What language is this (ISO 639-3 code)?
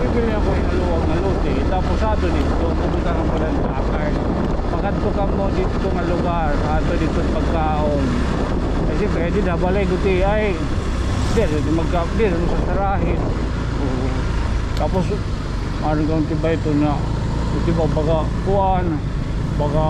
war